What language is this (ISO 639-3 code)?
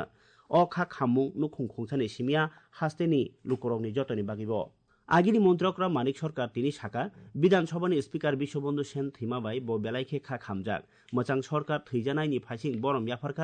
trp